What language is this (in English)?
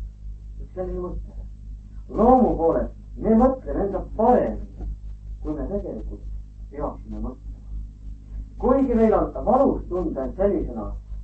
Estonian